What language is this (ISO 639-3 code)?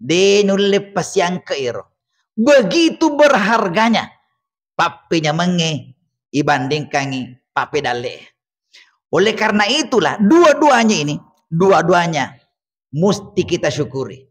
bug